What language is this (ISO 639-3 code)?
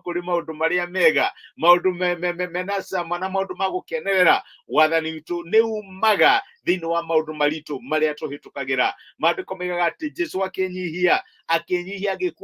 kik